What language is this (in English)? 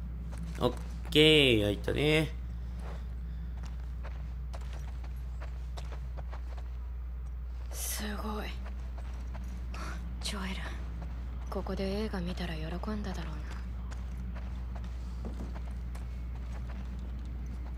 Japanese